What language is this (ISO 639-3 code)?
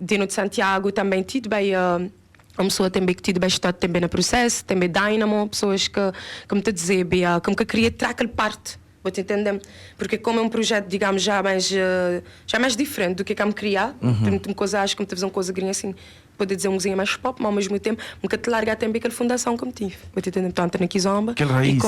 kea